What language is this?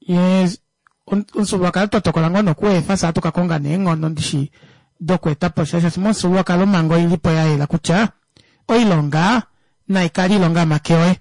Kuanyama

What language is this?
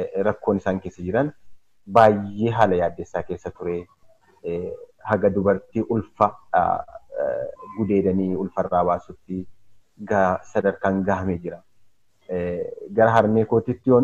Oromo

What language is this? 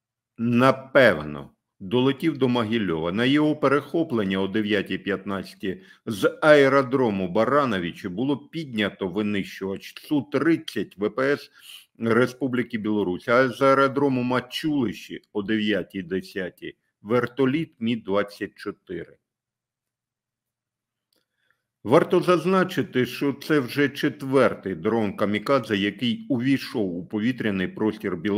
Ukrainian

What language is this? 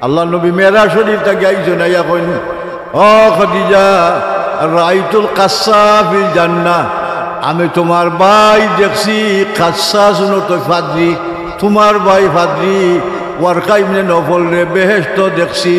Sylheti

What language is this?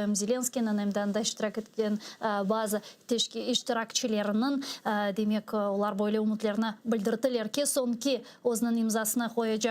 Crimean Tatar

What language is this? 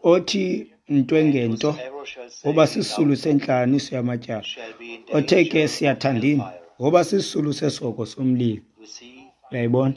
Xhosa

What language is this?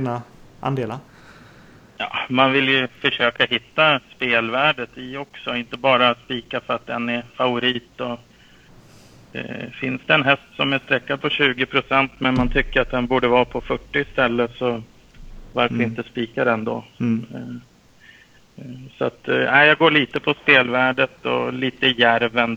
Swedish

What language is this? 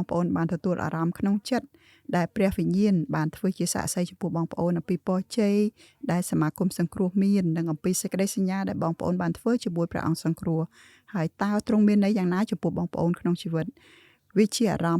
Khmer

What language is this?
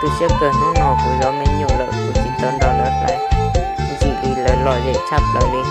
Hmong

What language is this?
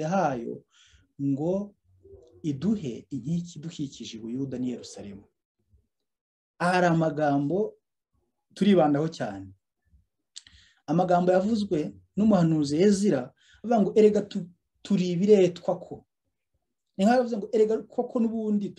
Kinyarwanda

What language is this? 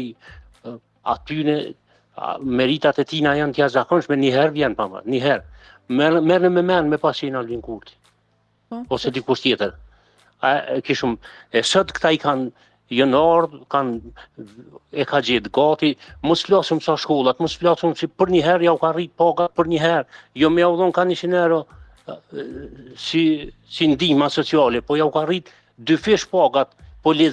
Albanian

